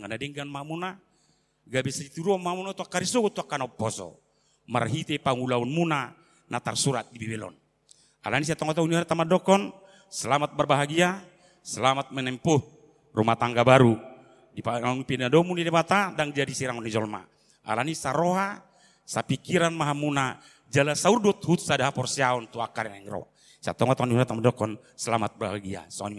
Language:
Batak Toba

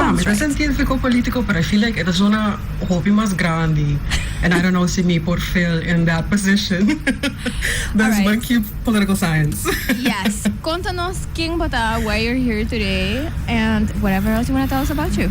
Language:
Papiamento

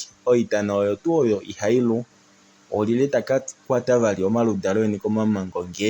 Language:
Kuanyama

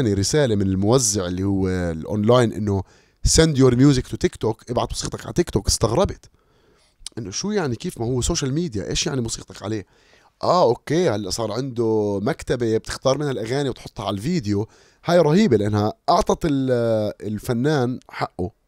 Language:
North Levantine Arabic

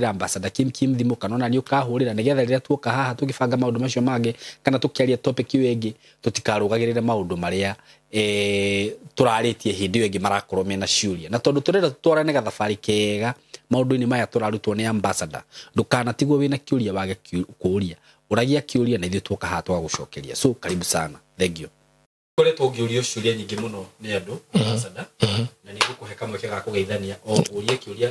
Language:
Kikuyu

